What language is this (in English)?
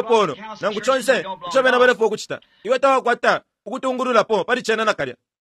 Bemba